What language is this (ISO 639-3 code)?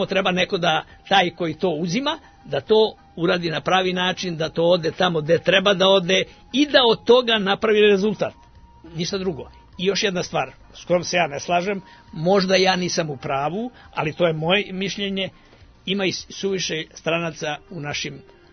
srp